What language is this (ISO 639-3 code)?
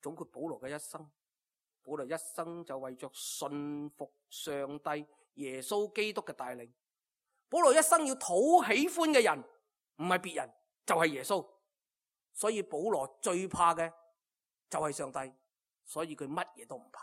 yue